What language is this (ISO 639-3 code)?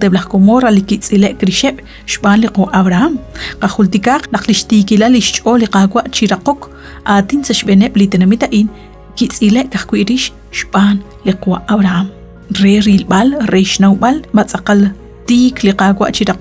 kek